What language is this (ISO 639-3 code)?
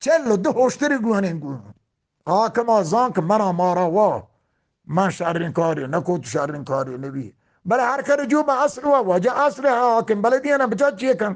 bgp